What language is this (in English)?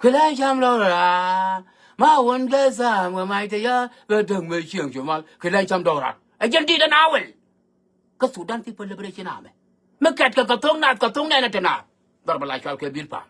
Nuer